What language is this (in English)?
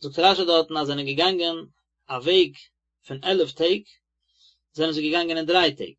Yiddish